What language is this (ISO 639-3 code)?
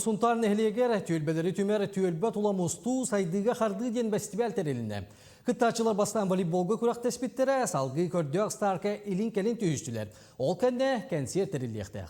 sah